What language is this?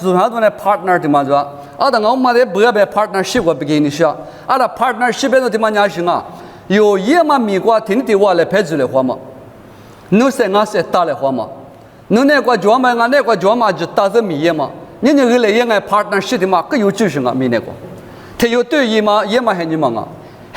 Lisu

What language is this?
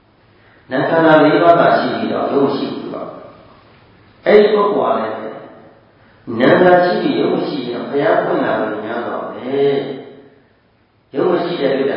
Burmese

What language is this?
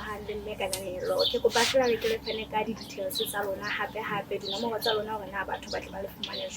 Southern Sotho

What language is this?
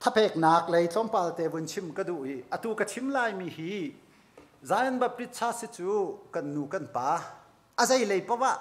Hakha Chin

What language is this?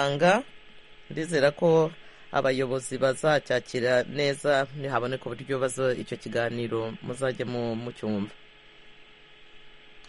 Kinyarwanda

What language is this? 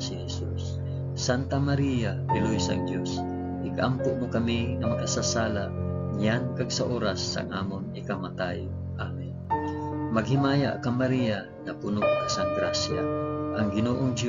Hiligaynon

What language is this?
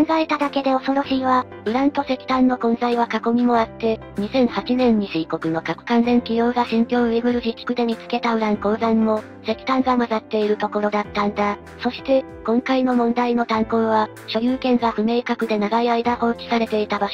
Japanese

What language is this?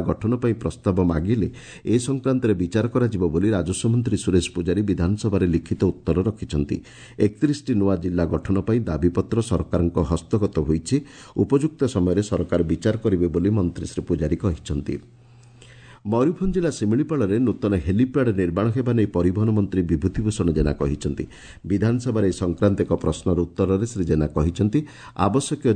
Odia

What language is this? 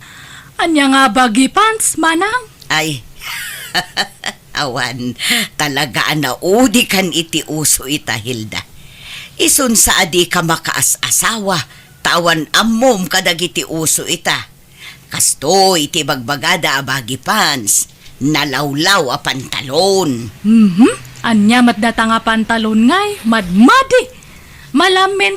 Iloko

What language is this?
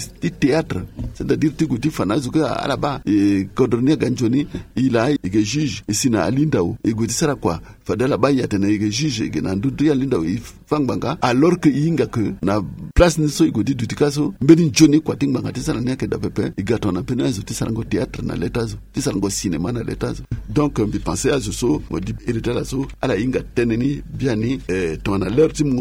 Sango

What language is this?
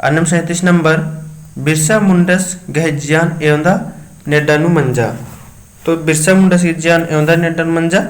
Kurukh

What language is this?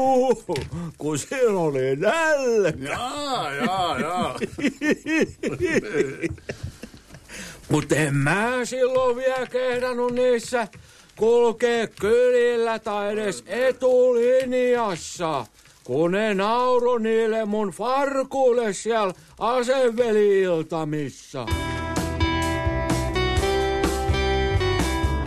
Finnish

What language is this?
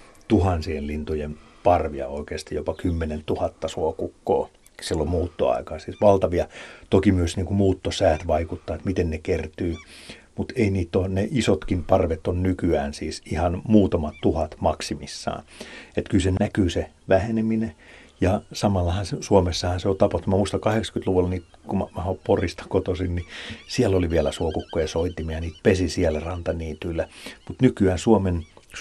Finnish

